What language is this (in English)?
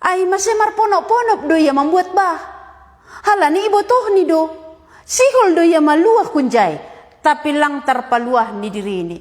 Batak Simalungun